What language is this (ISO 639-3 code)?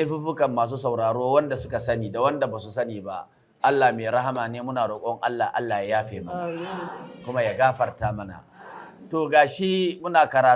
hau